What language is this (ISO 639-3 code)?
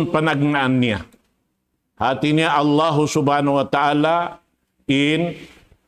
tsg